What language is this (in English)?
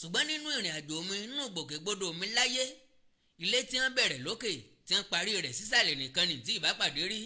Yoruba